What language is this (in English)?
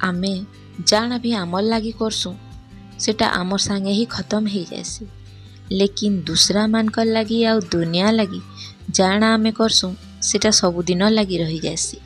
Sambalpuri